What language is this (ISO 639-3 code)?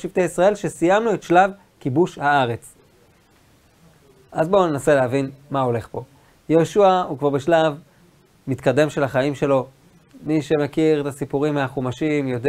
heb